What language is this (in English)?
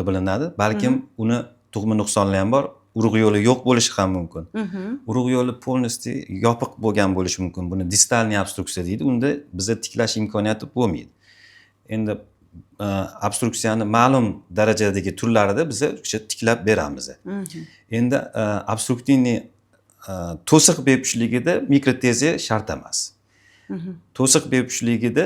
Uzbek